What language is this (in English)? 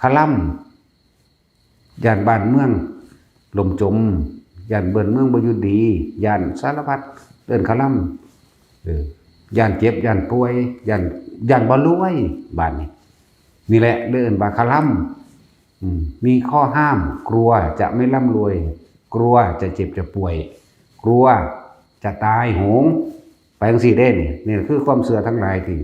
Northeastern Thai